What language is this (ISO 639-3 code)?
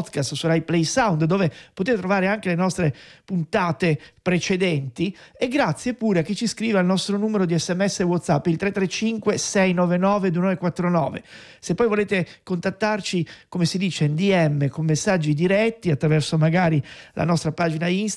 ita